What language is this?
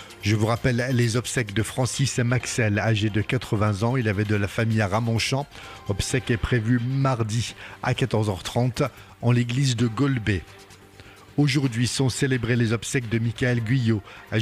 French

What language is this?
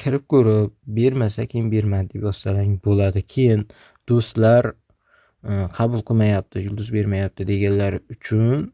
Uzbek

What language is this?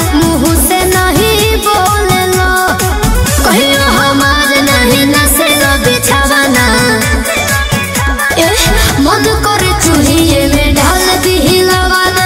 Bhojpuri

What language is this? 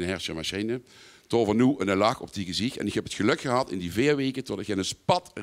Limburgish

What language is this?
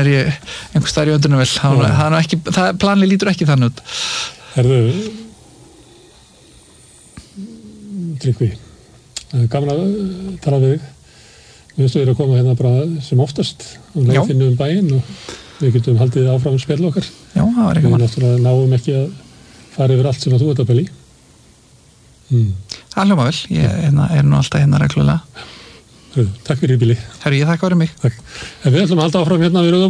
Icelandic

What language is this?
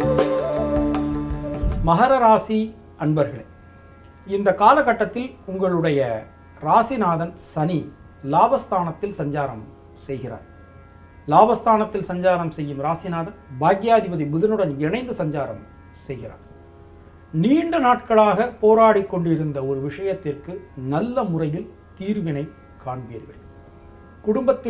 Tamil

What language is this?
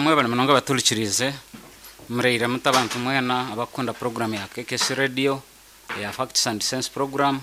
Nyankole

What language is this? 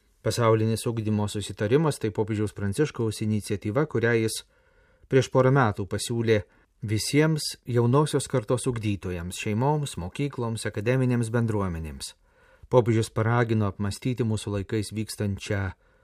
Lithuanian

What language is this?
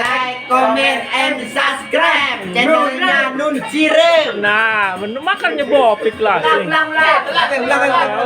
Sasak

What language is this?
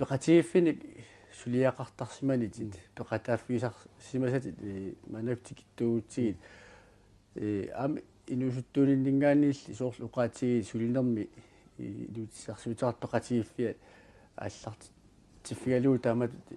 Kalaallisut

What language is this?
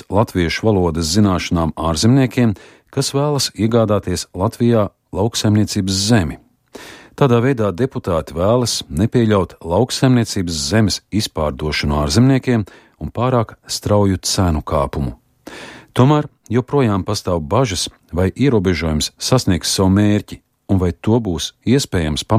Latvian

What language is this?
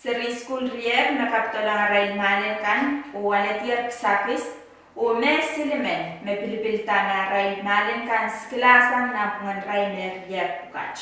Pohnpeian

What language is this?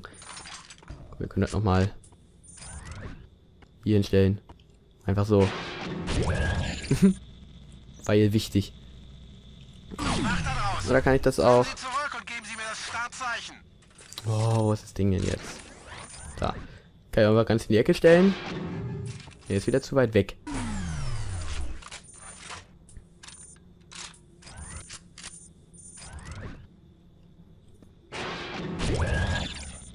German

